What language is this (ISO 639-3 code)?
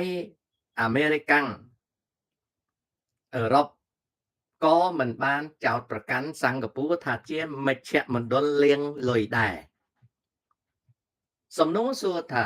khm